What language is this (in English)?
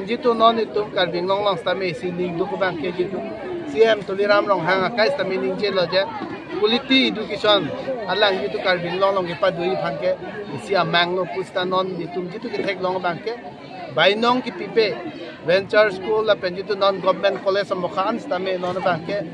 Karbi